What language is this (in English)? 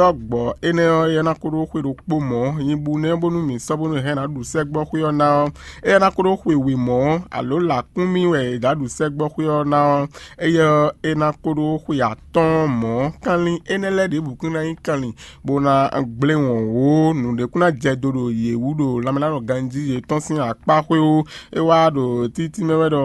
Fon